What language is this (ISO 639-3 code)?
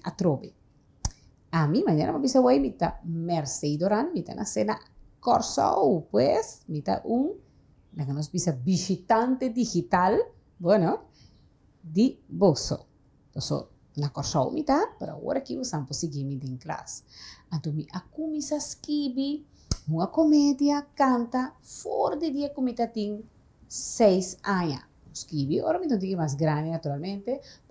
pap